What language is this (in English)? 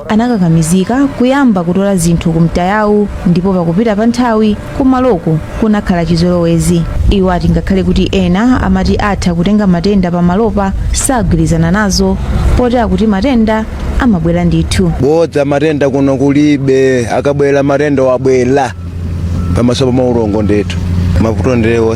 Nyanja